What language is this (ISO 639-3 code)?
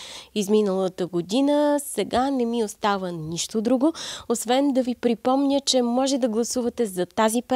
bul